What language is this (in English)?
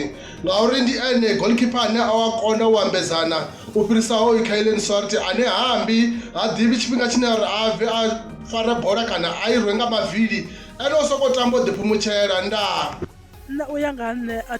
Venda